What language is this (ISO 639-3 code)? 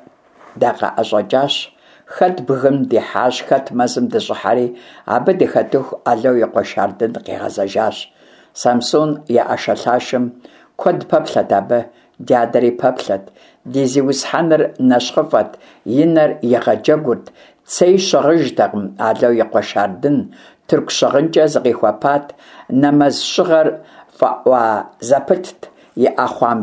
kbd